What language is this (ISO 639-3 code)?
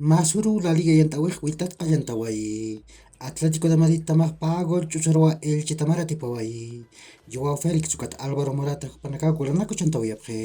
aym